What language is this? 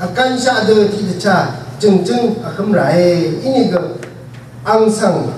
Rawang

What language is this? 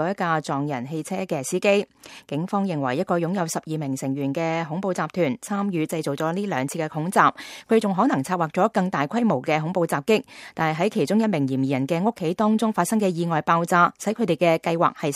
Cantonese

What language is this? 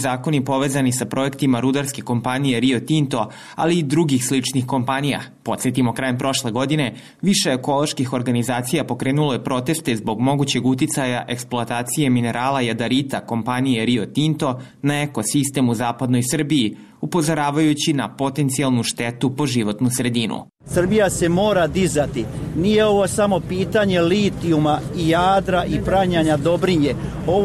Bosnian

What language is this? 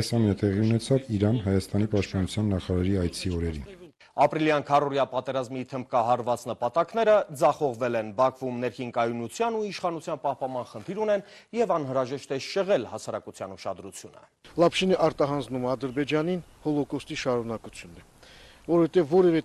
Armenian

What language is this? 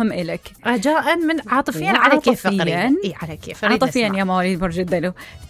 Mesopotamian Arabic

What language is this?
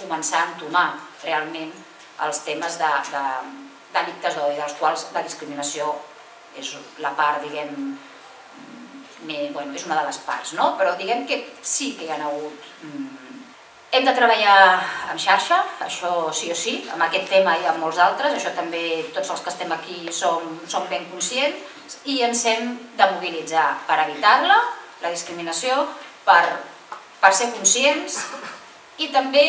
Catalan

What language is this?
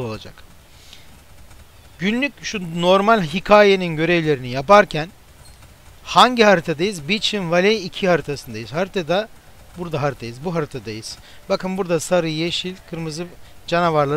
Turkish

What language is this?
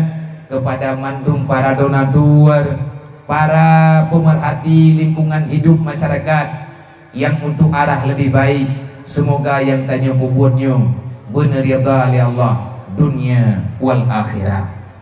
Achinese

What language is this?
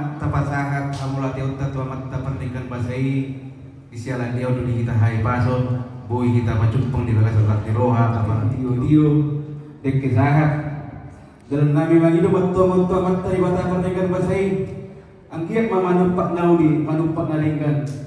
Batak Toba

